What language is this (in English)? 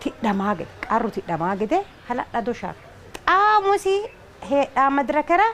Sidamo